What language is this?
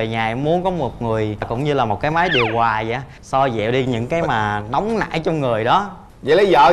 Vietnamese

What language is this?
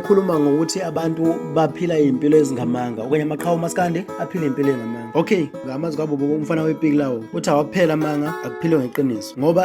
Zulu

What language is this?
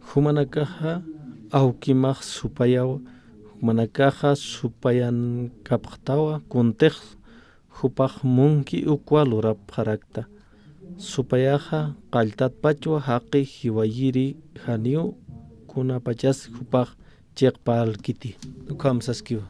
Aymara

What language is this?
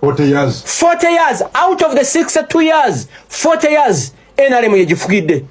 Ganda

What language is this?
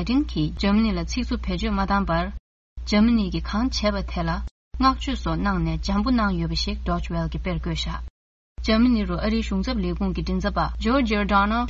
Tibetan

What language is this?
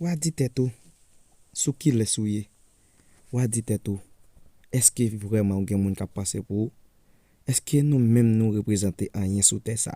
Haitian Creole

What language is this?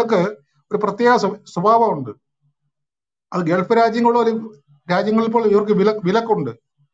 Malayalam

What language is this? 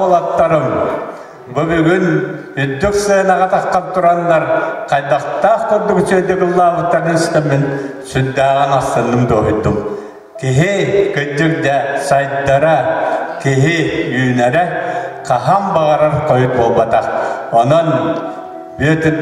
Yakut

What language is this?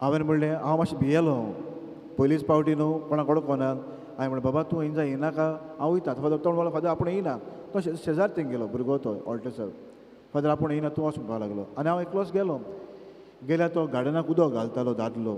Konkani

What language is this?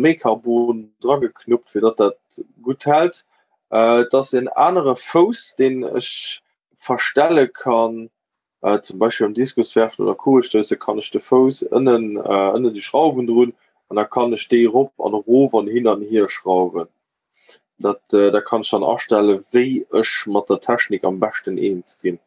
Luxembourgish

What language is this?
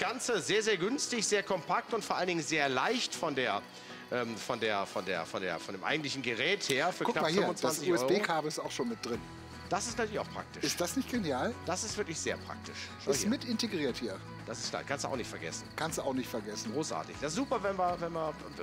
German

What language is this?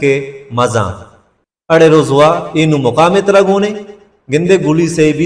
Baluchi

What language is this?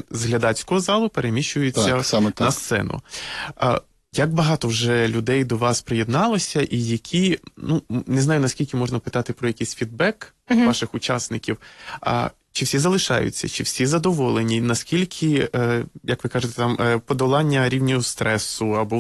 Ukrainian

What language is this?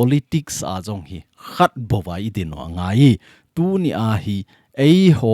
Thado Chin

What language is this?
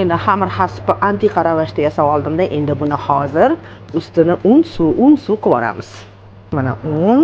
Uzbek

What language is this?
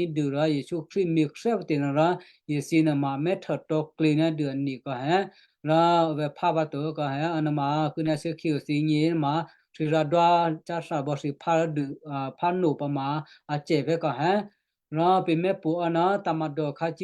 Western Kayah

